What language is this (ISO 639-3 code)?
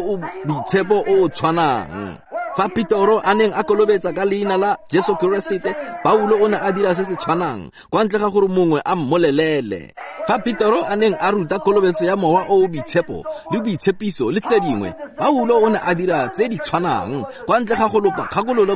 tsn